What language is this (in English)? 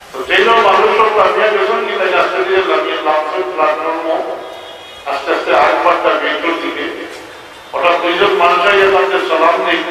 Sylheti